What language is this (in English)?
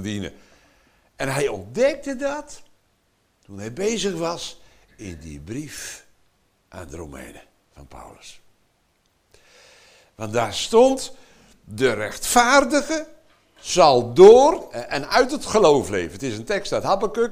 Dutch